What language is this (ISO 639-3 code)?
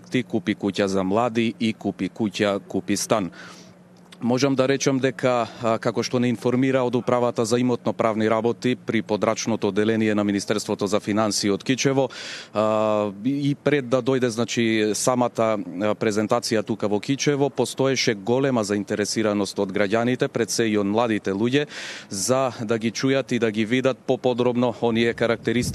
mkd